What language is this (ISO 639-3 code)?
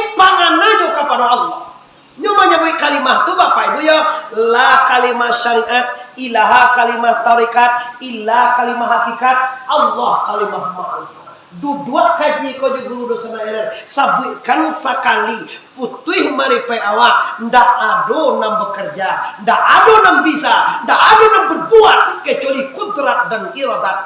min